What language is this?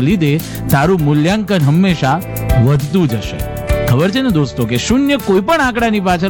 Gujarati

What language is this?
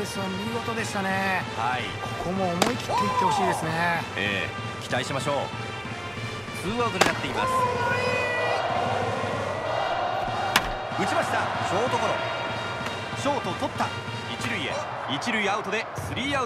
Japanese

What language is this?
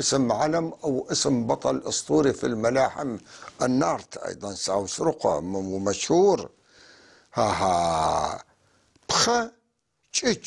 North Levantine Arabic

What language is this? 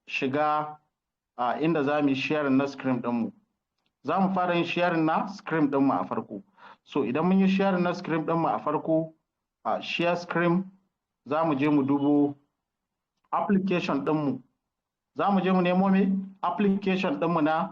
Hausa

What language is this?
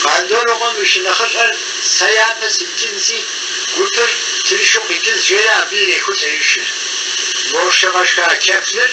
Kabardian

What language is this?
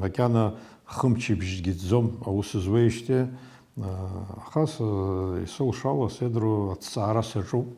Abkhazian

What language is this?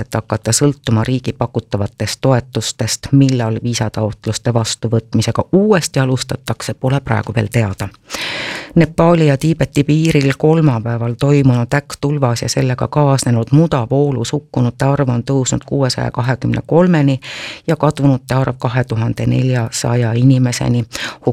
Estonian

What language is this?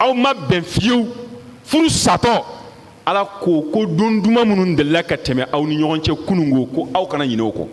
Bambara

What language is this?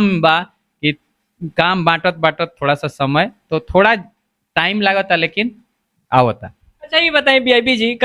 Bhojpuri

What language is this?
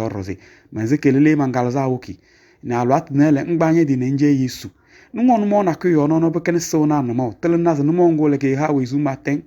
Kabiyè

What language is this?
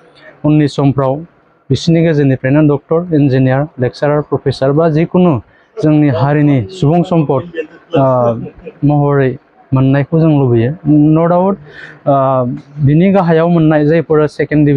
Bodo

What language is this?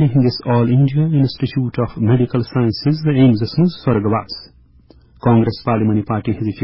Kashmiri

